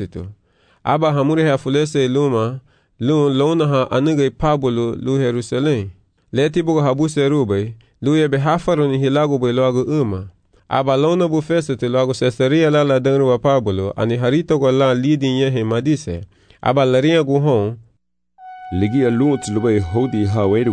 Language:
Garifuna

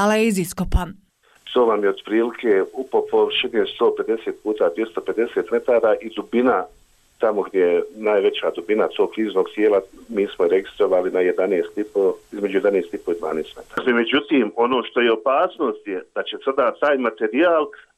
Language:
Bosnian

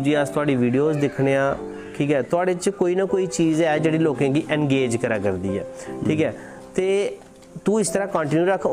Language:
Dogri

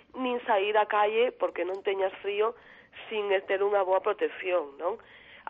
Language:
Galician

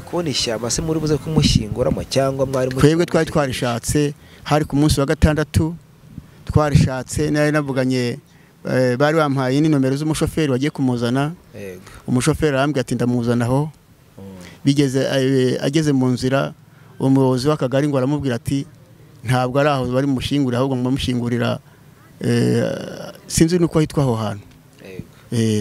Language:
Kinyarwanda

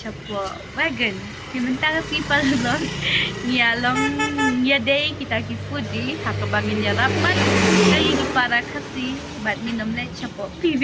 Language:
Khasi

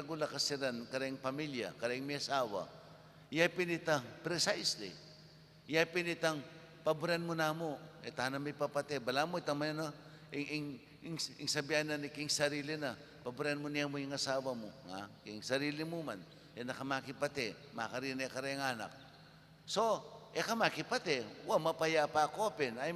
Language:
Pampanga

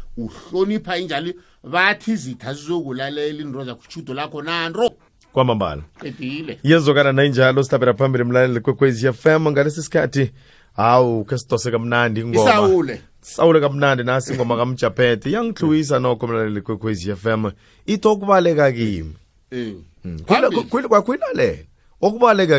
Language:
South Ndebele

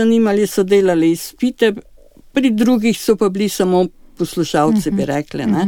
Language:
Slovenian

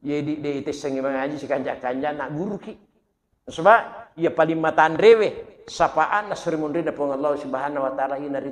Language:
Buginese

